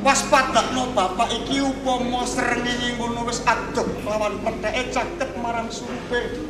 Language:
Javanese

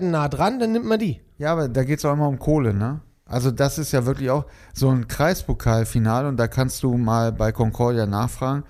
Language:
German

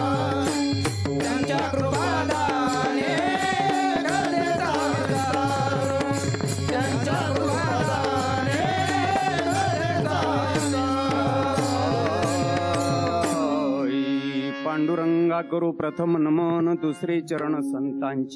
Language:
Marathi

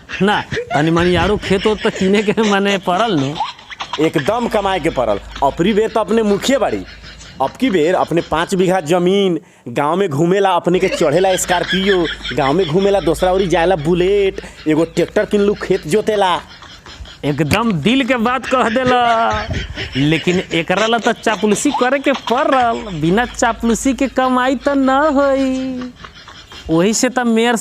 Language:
Bhojpuri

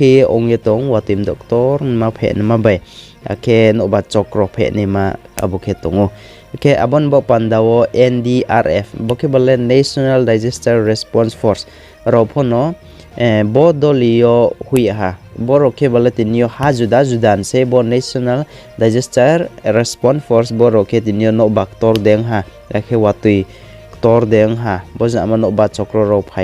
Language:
Riang (India)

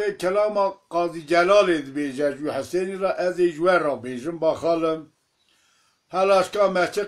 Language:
Kurdish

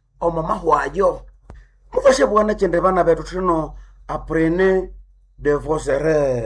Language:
Nande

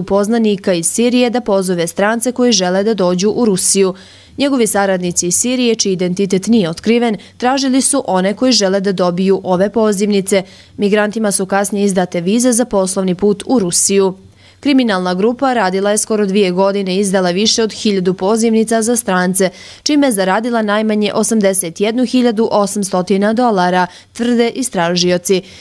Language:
Bosnian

